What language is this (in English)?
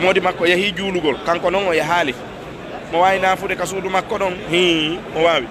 Fula